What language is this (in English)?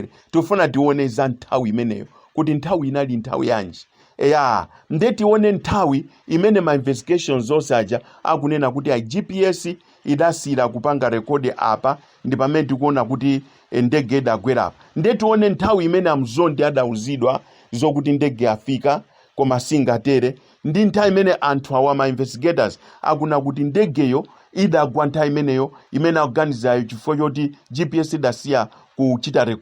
Nyanja